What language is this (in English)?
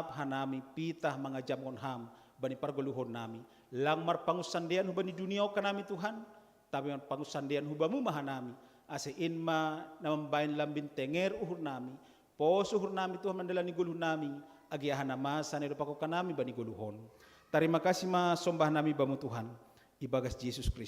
Batak Simalungun